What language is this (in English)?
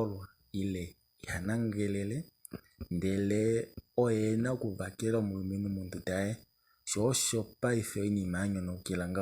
Kuanyama